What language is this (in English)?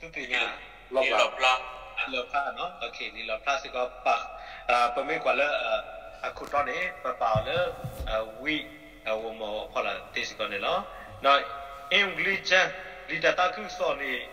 S'gaw Karen